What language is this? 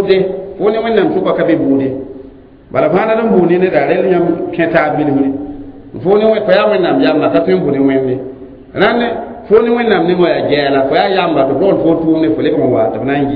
Mossi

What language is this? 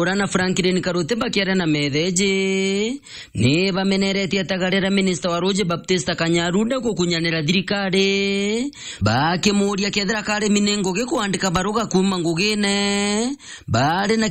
Meru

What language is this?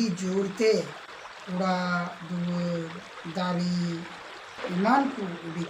Santali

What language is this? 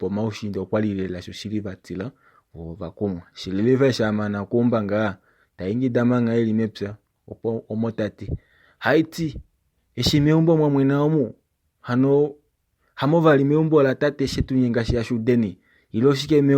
Kuanyama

